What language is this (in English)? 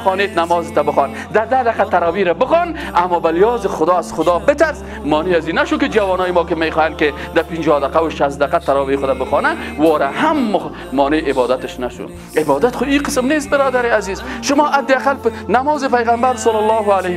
Tajik